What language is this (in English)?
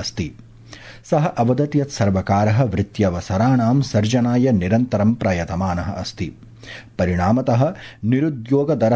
Sanskrit